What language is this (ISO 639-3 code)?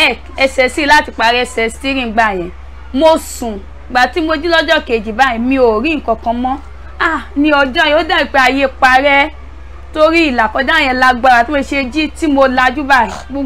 yor